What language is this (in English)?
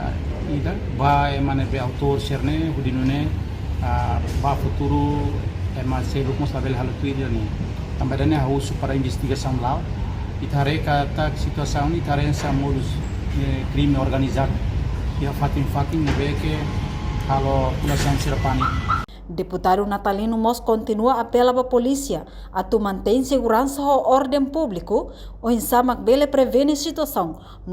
Tetum